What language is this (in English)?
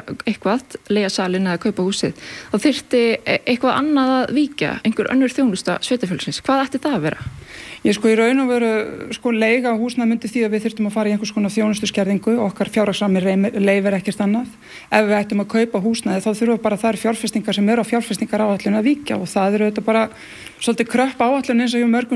Icelandic